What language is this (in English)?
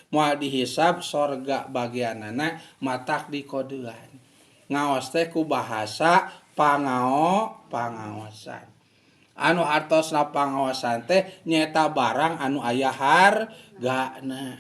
Sundanese